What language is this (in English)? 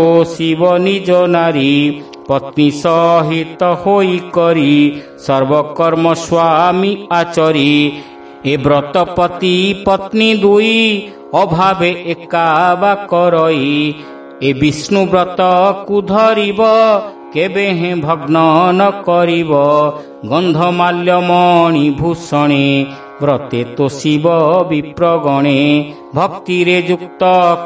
Odia